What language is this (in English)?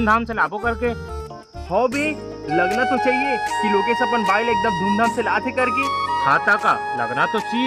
Chhattisgarhi